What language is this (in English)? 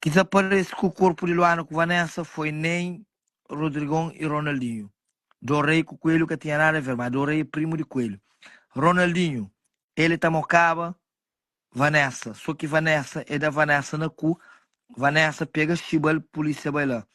Kabuverdianu